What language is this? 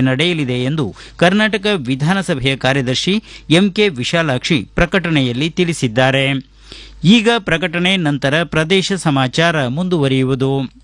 Kannada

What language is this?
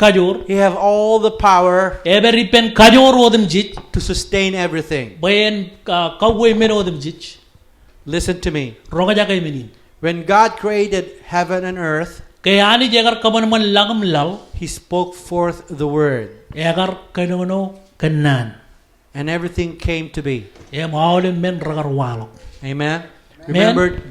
Marshallese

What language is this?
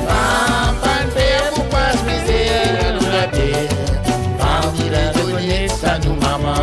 Morisyen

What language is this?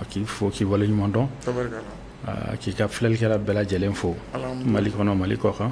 Bambara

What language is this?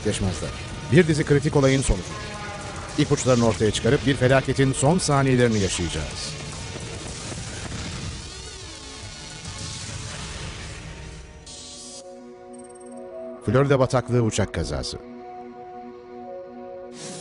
Turkish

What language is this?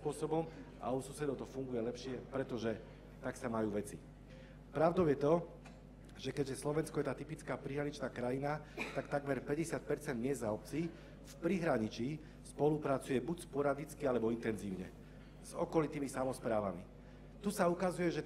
Slovak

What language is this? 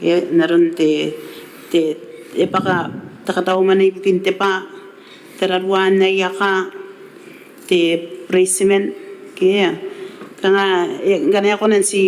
Gilbertese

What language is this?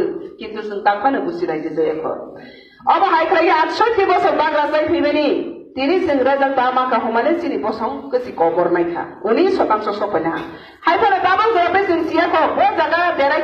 Kok Borok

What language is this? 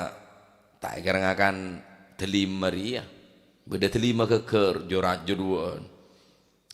Madurese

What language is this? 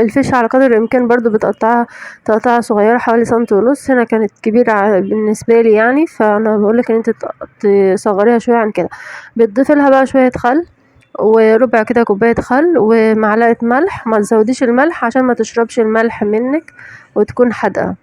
Egyptian Arabic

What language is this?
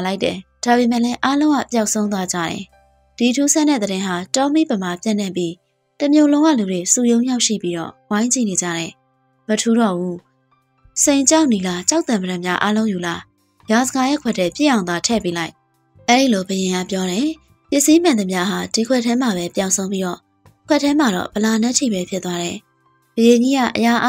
Burmese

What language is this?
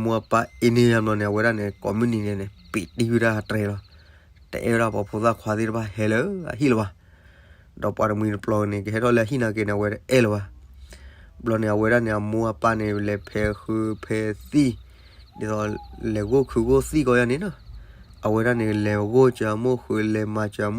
S'gaw Karen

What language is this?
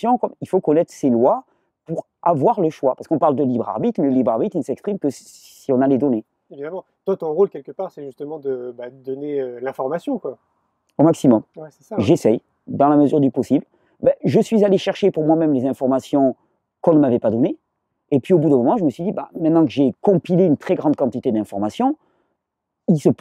French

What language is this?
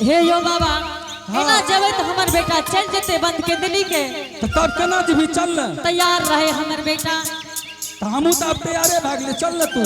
Angika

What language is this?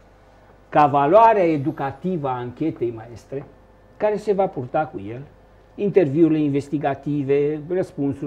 Romanian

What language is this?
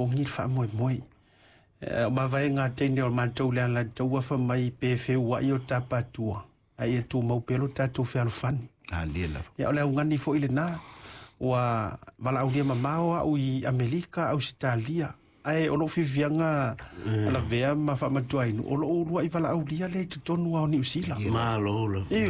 Samoan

